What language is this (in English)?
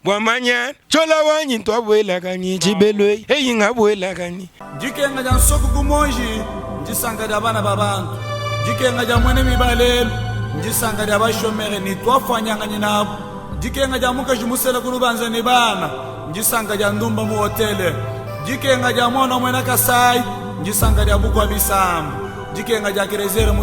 Luba-Lulua